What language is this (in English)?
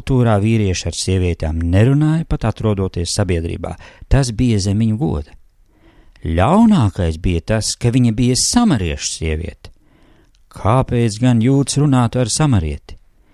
Latvian